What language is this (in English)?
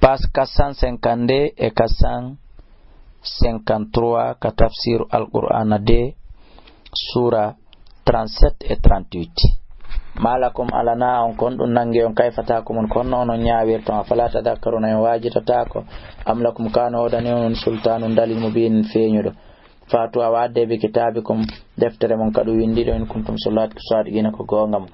Fula